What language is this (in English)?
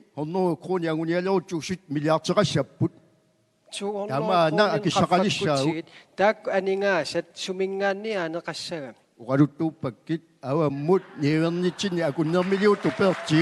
Kalaallisut